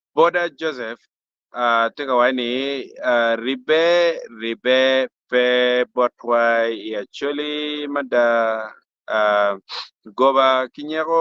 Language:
Acoli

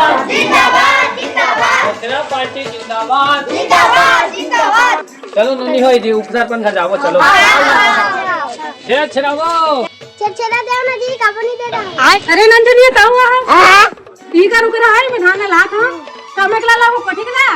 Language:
Chhattisgarhi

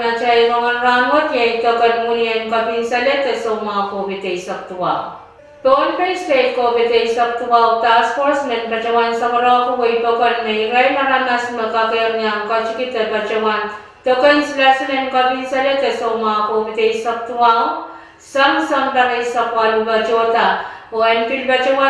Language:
Pohnpeian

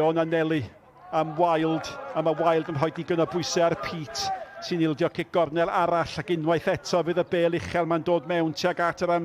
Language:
Welsh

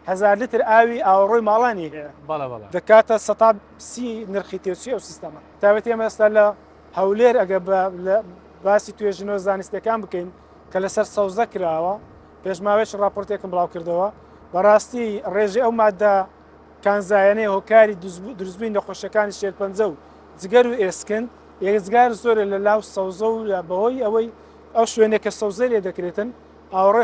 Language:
Central Kurdish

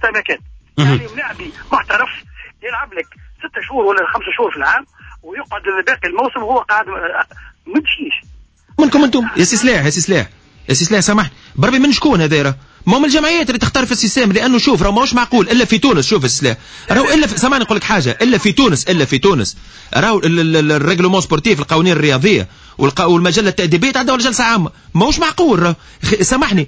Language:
Tunisian Arabic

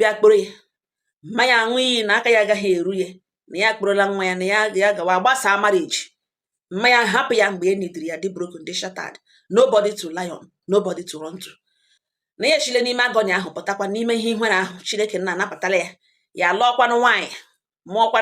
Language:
Igbo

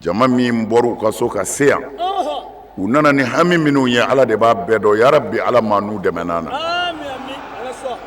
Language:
Bambara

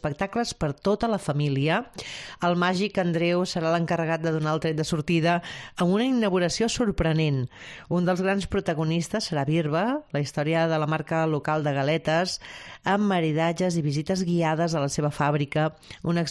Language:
Catalan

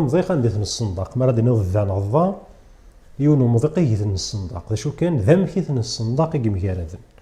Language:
Kabyle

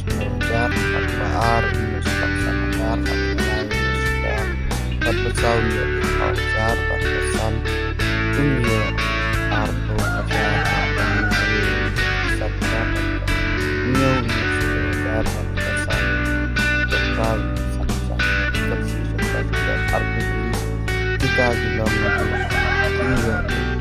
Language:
Khasi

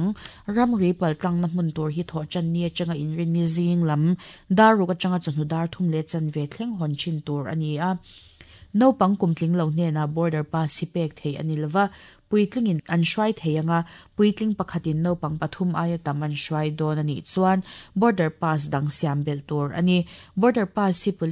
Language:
Mizo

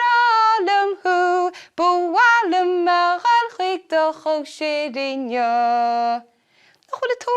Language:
Irish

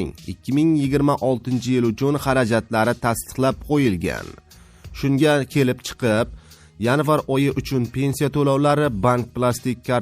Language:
Uzbek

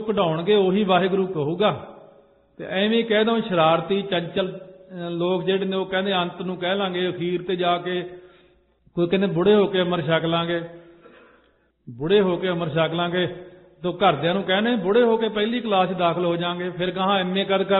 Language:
Punjabi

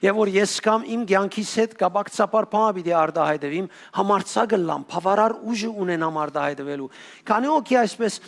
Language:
Western Armenian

